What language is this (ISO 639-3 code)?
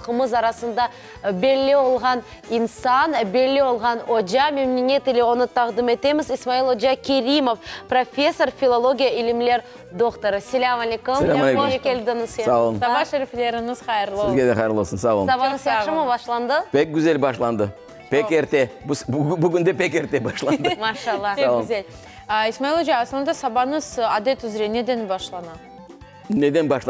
crh